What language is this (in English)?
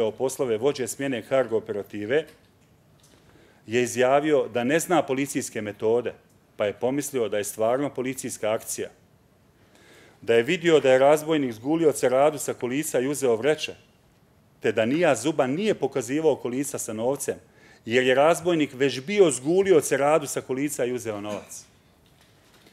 Bosnian